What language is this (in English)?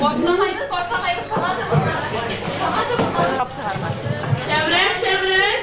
Bashkir